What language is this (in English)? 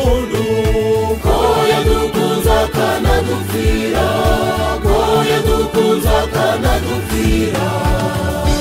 Kinyarwanda